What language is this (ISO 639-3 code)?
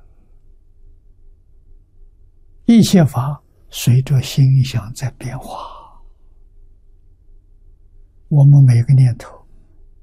zho